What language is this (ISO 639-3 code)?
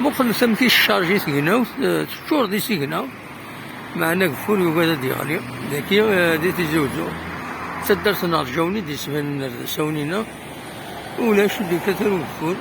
kab